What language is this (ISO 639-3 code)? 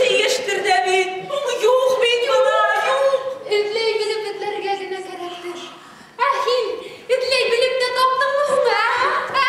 bak